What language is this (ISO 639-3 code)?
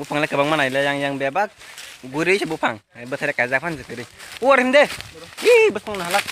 trp